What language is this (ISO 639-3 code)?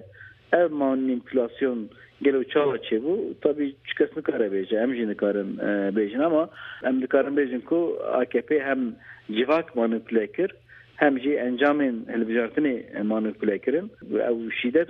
kur